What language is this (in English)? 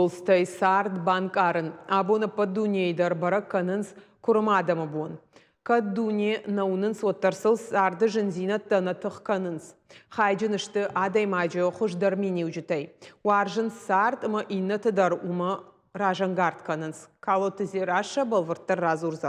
Ossetic